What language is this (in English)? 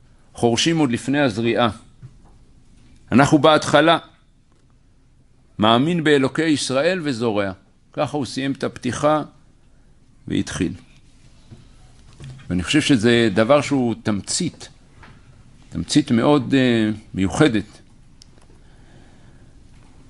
Hebrew